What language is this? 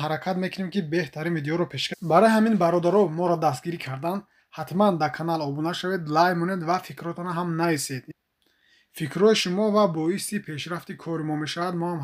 Tajik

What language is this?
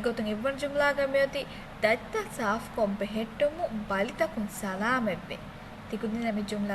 Divehi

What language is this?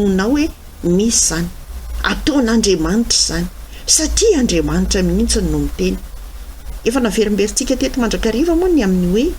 Malagasy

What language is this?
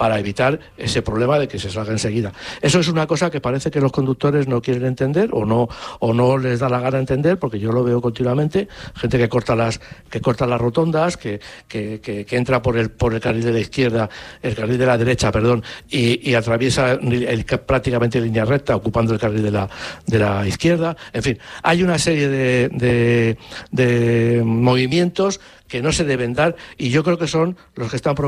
Spanish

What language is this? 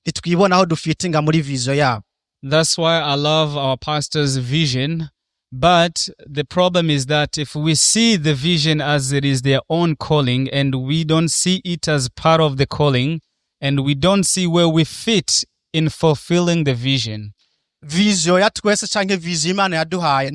Rundi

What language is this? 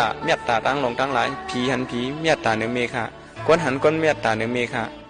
Shan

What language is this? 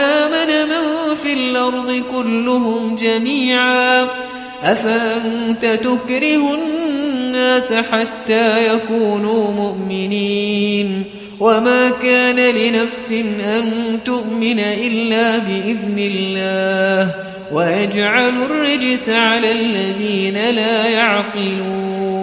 Arabic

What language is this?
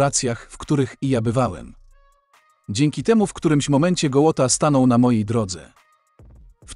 Polish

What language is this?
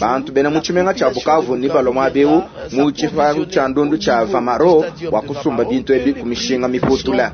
Luba-Lulua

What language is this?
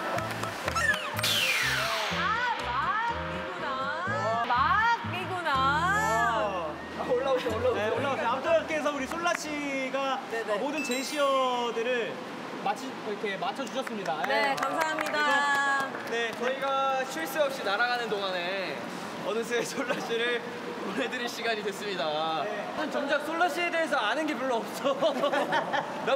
Korean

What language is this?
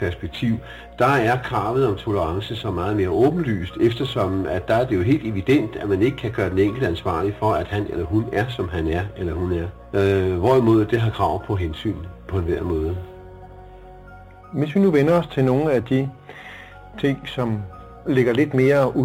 Danish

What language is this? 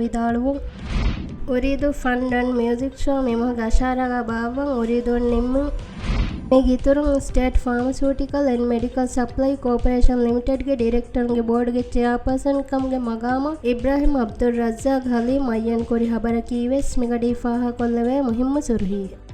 Divehi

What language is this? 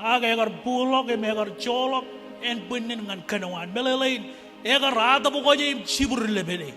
Marshallese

